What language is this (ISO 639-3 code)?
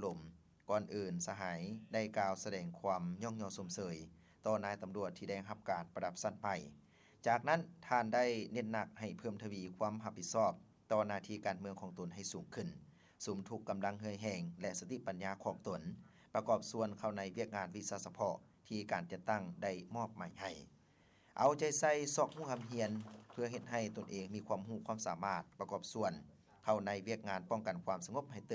lao